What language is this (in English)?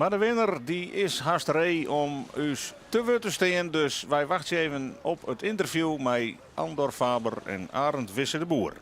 Western Frisian